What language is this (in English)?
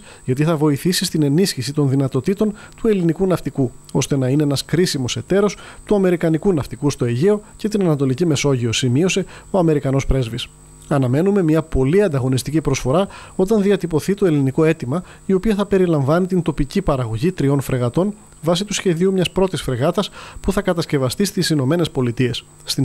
Greek